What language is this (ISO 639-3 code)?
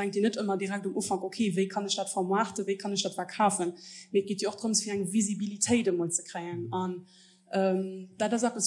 ltz